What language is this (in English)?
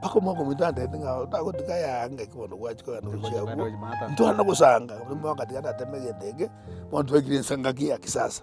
Gusii